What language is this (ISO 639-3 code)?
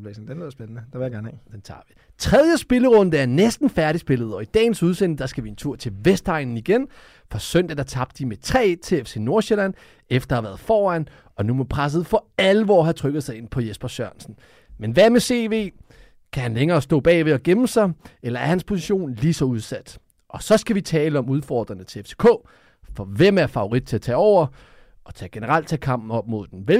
dan